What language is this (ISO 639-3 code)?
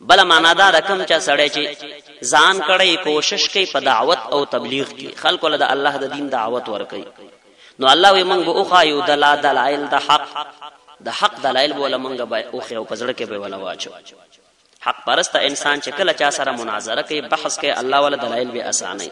pus